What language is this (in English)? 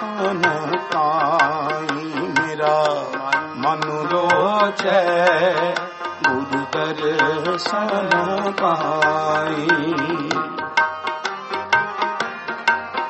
Punjabi